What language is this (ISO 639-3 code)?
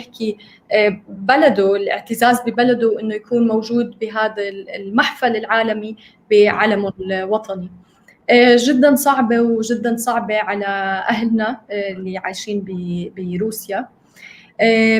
apc